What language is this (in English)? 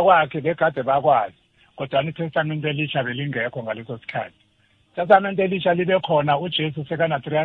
South Ndebele